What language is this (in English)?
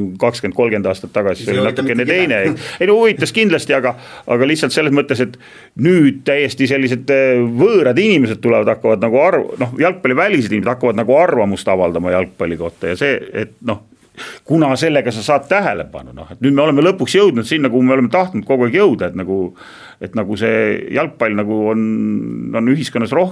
Estonian